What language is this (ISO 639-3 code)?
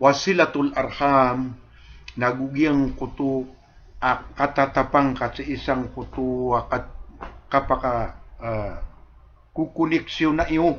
mrw